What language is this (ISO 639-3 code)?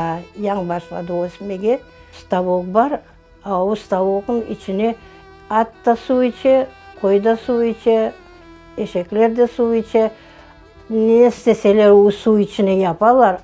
crh